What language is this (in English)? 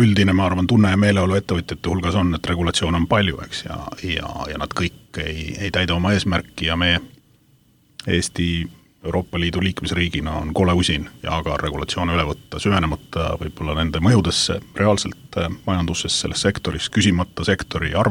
Estonian